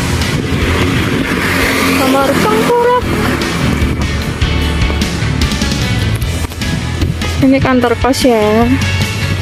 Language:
Indonesian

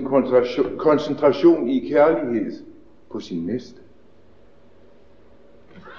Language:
Danish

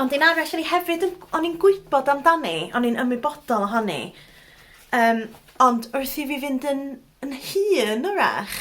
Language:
Welsh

